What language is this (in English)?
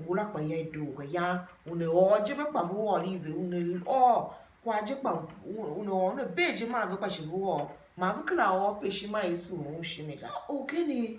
Tiv